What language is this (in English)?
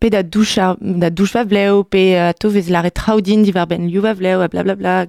Breton